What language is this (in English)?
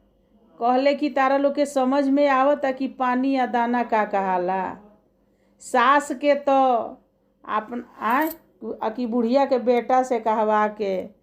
Bhojpuri